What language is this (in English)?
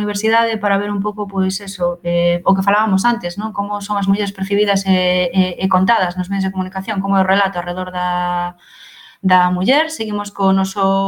Galician